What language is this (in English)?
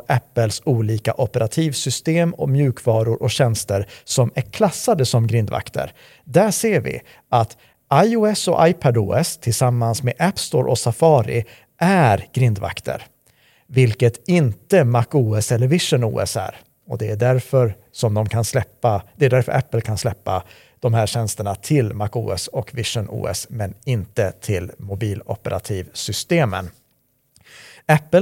Swedish